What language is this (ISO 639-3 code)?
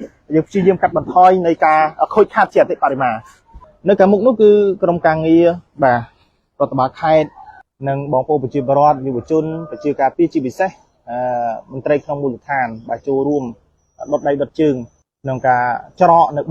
khm